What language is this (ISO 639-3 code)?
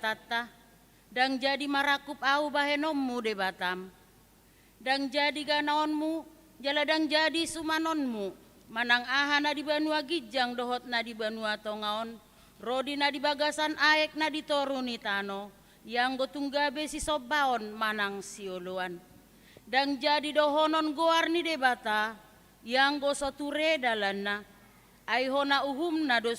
bbc